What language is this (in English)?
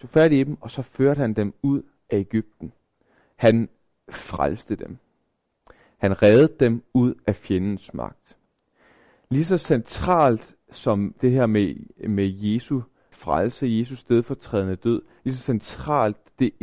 Danish